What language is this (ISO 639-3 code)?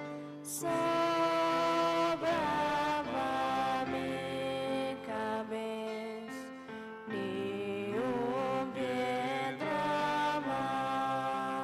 pap